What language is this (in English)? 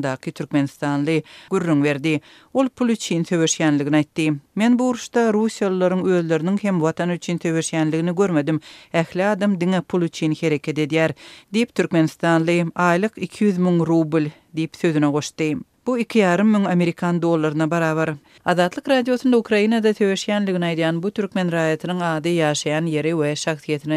Turkmen